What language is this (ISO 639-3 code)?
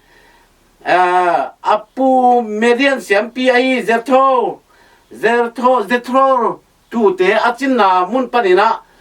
ctd